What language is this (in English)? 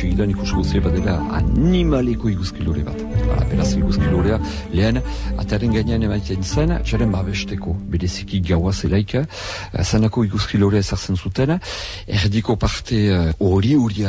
Basque